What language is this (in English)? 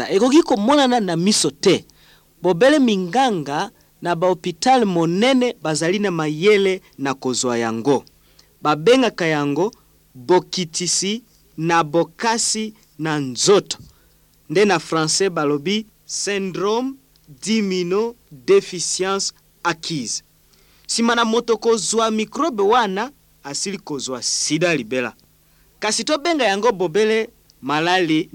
Lingala